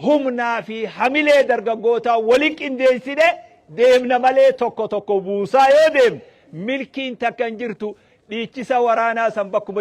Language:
Oromo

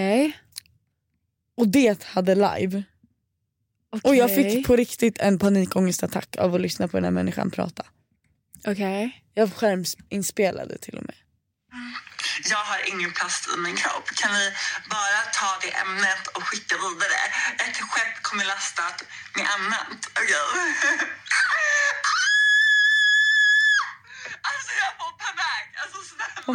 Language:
Swedish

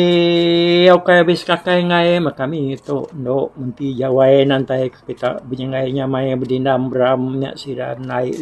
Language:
Iban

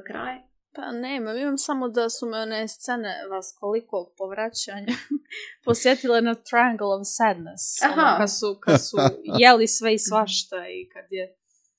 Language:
Serbian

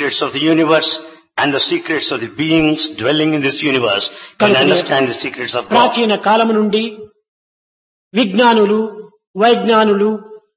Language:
Telugu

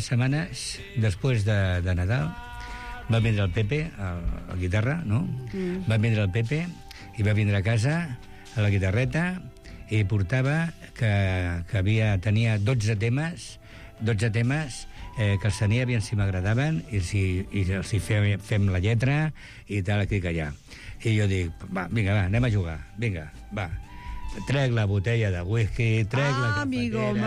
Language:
Catalan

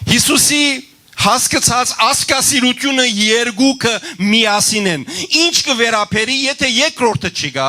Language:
Western Armenian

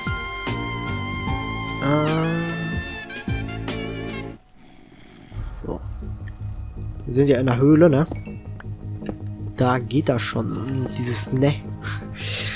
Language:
German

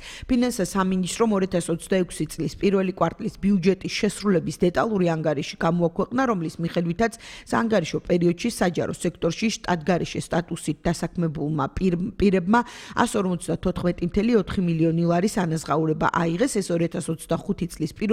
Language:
Georgian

